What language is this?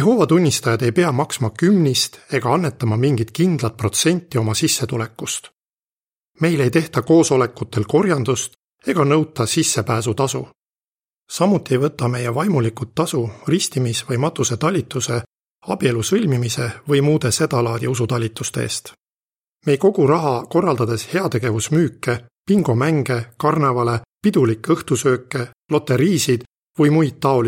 Estonian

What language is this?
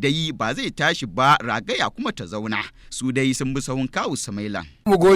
Hausa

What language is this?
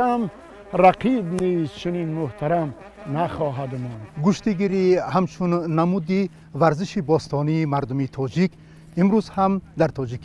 Tajik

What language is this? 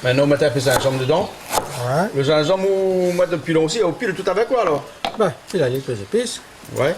Réunion Creole French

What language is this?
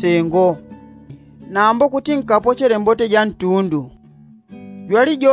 Yao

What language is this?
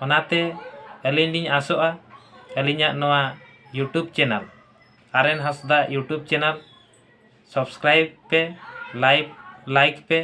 Santali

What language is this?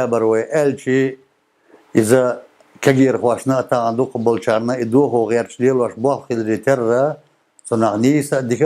Chechen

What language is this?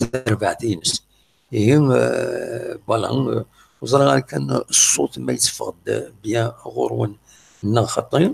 Kabyle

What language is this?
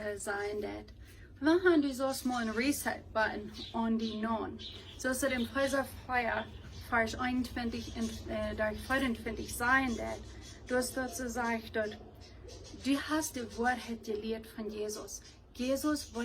Plautdietsch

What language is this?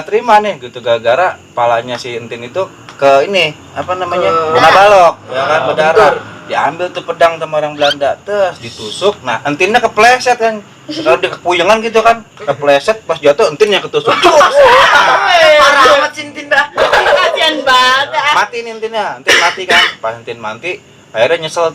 Betawi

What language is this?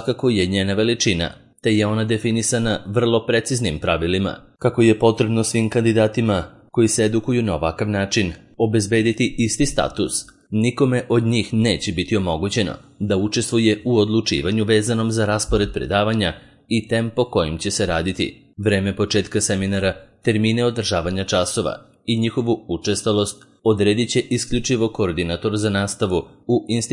Serbian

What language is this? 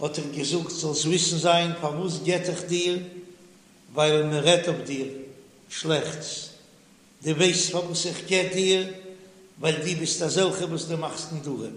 Yiddish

